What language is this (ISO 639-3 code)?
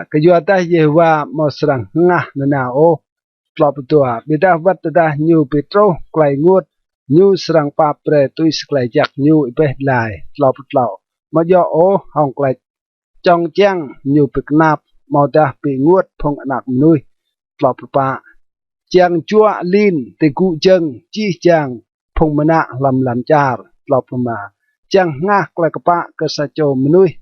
rad